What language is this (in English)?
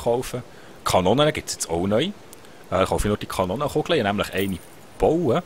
Swiss German